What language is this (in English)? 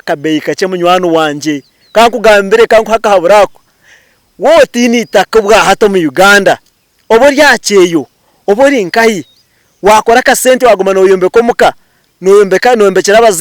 Nyankole